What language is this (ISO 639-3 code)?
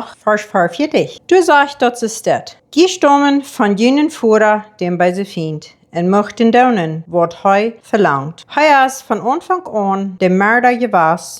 pdt